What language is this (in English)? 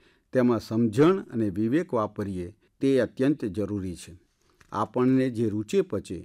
Gujarati